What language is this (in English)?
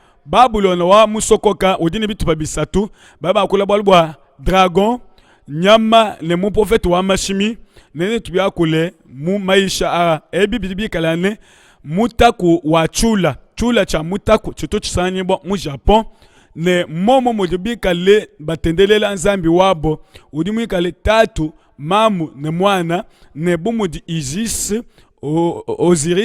Luba-Lulua